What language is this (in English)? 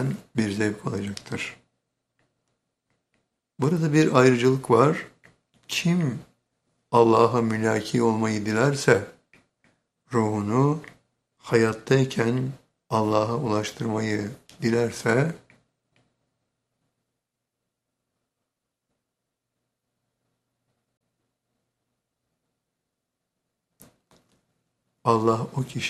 Turkish